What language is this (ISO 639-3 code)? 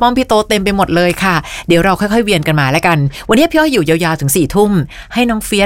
tha